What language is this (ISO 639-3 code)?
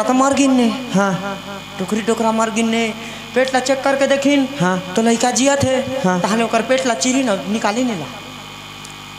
hne